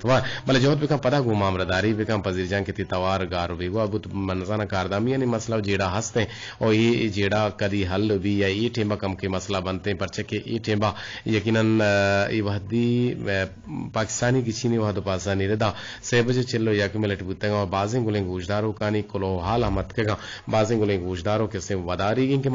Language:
Eastern Balochi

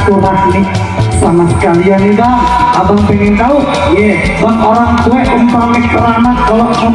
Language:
Betawi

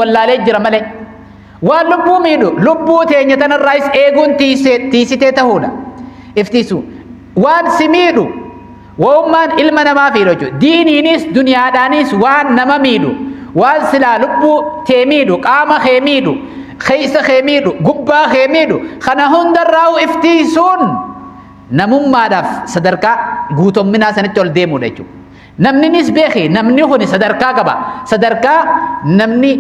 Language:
Oromo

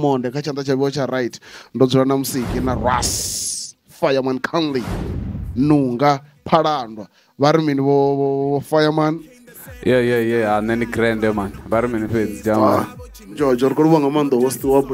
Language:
Venda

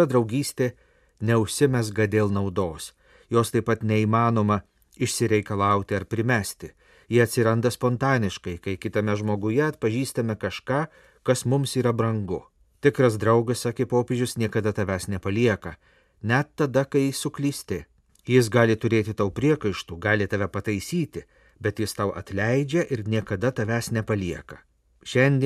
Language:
Lithuanian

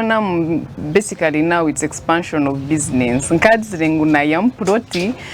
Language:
Nyankole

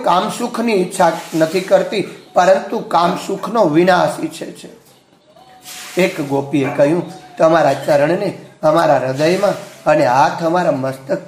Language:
Gujarati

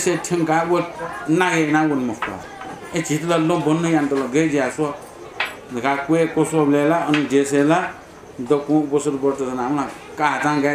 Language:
Newari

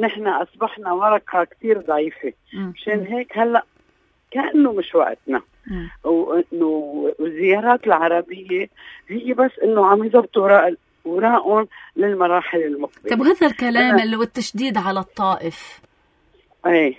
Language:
North Levantine Arabic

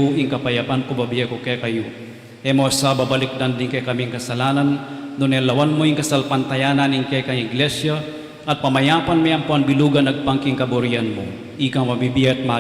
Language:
Pampanga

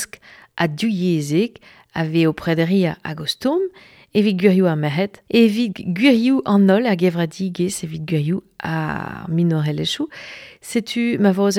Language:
Breton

